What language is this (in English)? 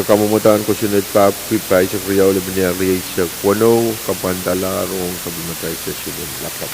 Pohnpeian